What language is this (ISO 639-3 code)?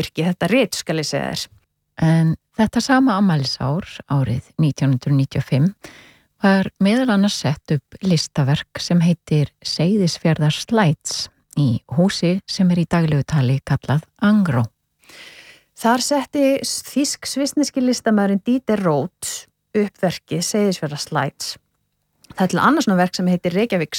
isl